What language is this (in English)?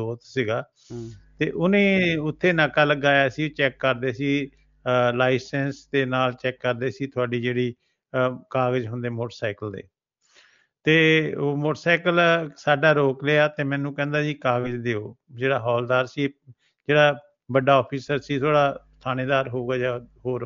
Punjabi